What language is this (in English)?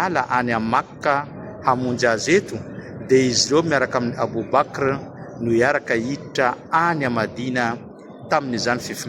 Malagasy